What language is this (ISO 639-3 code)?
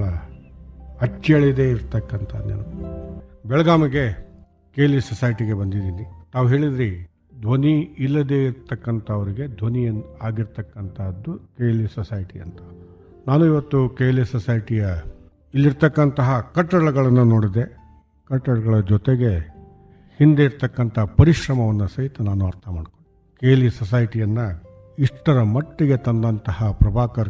kan